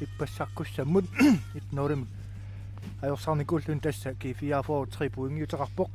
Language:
Kalaallisut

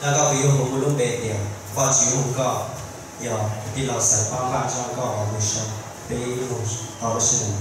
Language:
Hmong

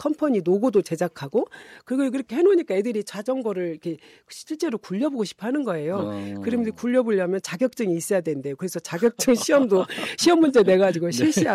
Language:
Korean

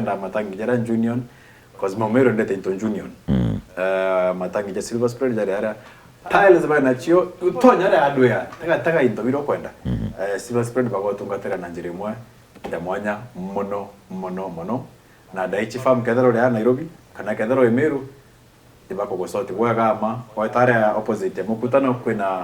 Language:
Meru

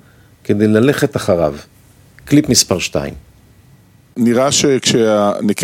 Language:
Hebrew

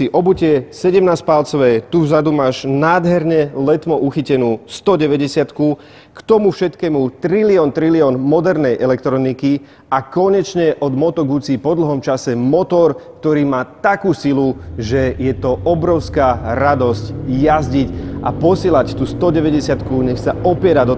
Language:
Slovak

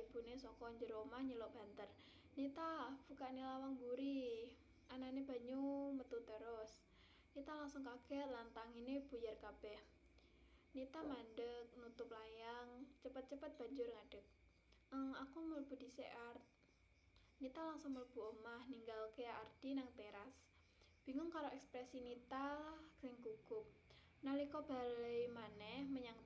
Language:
Javanese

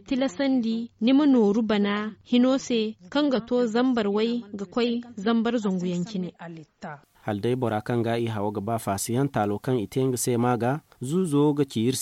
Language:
Zarma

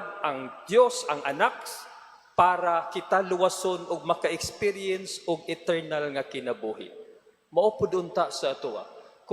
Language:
Cebuano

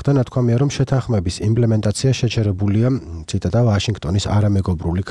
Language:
Georgian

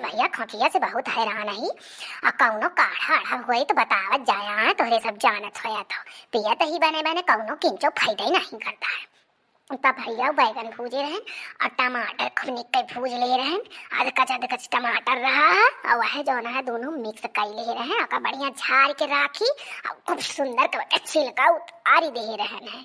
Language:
Awadhi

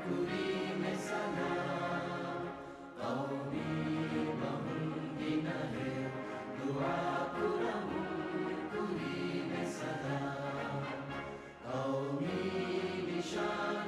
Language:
Divehi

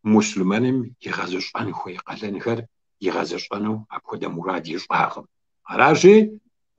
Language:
Kabardian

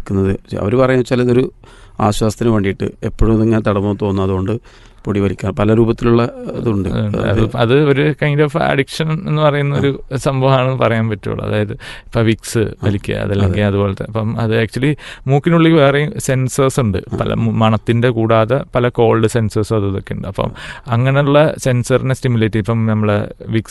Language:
Malayalam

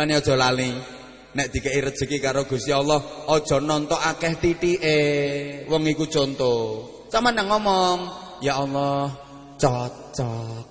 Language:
Javanese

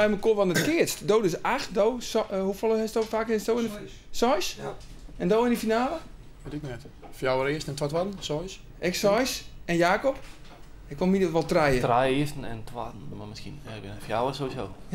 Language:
Western Frisian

